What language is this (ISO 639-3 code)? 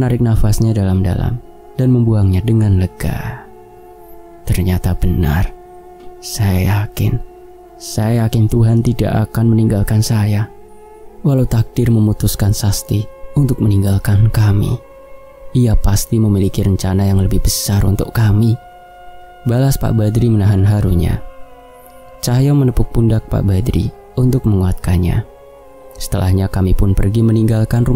ind